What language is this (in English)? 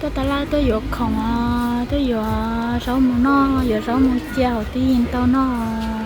Hmong